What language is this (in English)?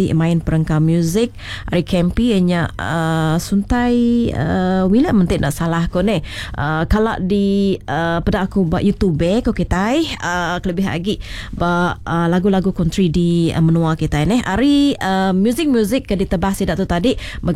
Iban